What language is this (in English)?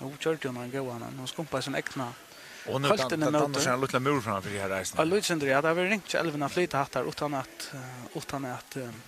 Faroese